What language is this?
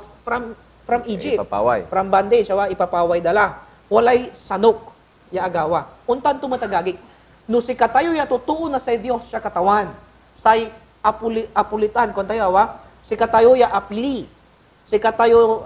Pangasinan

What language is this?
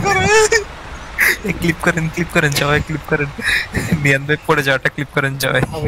Bangla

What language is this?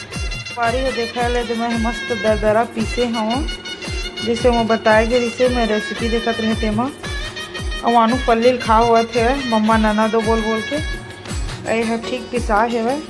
Chhattisgarhi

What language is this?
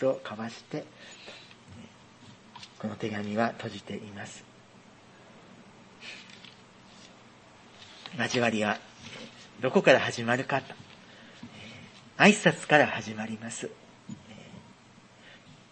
Japanese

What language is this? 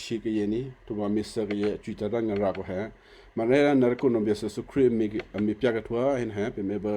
Western Kayah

